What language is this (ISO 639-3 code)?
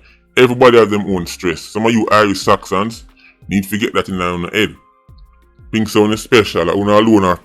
jam